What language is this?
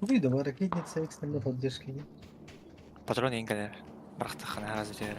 Yakut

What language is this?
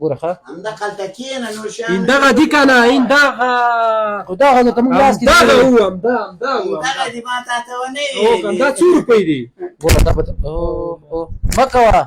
Pashto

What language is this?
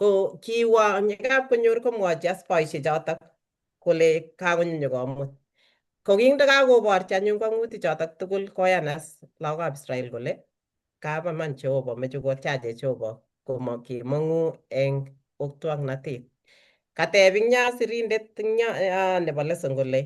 Kalenjin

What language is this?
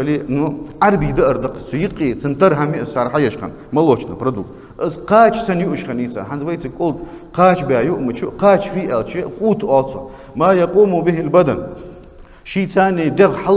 Ingush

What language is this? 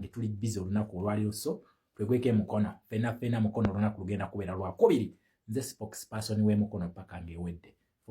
Ganda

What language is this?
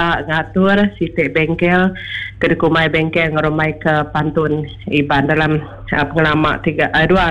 Iban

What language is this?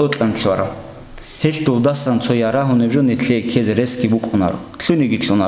Avaric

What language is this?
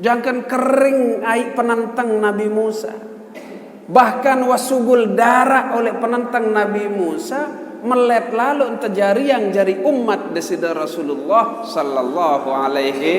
Sasak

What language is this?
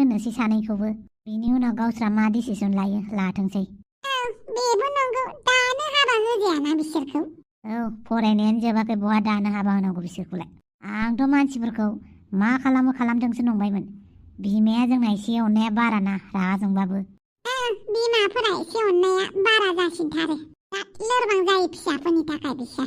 Bodo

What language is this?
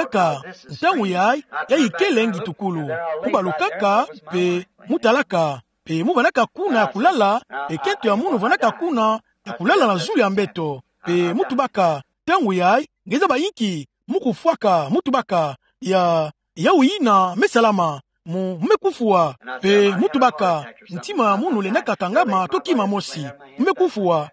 Kituba (Democratic Republic of Congo)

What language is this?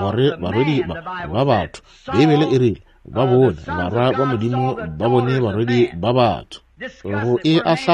Northern Sotho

